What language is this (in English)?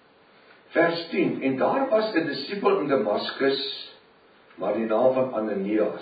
Afrikaans